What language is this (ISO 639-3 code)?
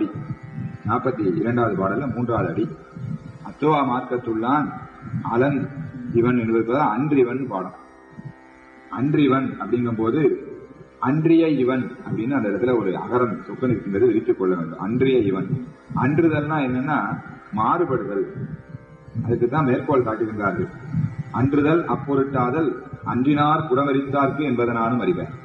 tam